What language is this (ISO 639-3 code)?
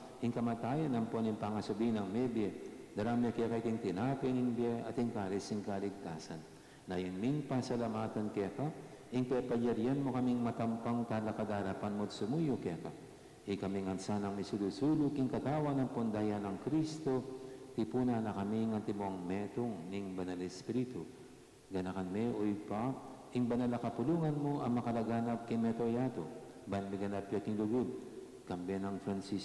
pam